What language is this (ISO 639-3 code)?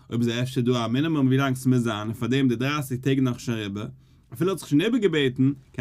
yid